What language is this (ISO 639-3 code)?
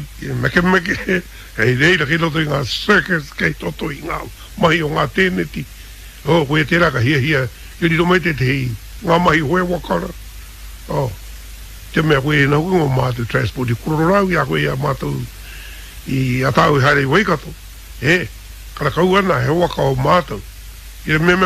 mri